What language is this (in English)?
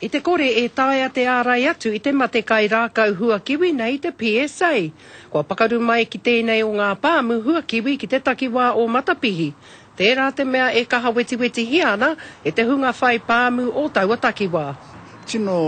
Māori